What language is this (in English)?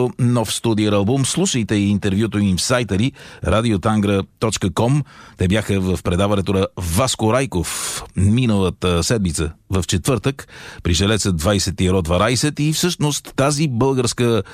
Bulgarian